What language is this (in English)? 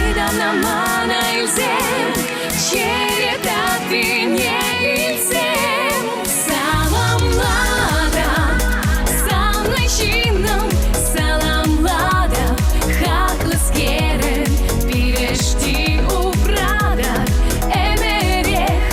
Chuvash